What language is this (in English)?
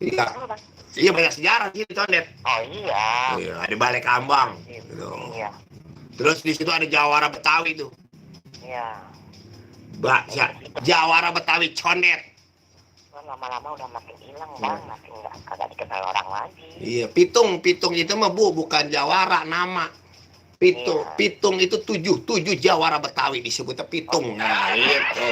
Betawi